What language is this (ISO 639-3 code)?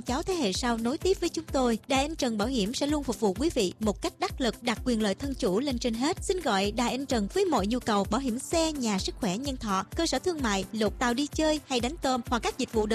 vie